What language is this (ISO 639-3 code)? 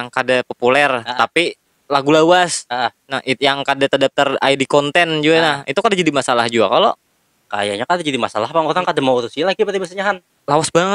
bjn